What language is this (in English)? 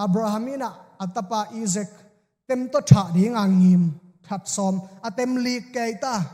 Tedim Chin